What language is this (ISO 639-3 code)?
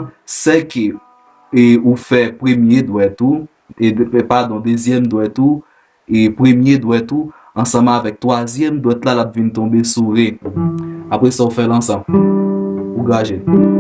hat